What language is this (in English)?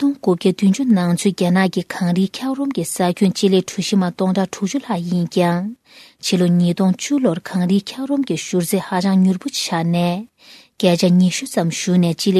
Tibetan